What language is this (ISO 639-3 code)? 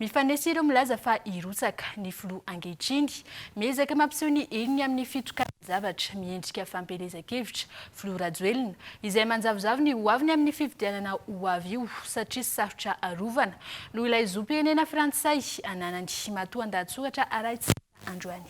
mlg